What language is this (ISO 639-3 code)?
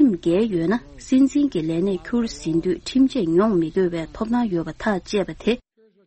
bod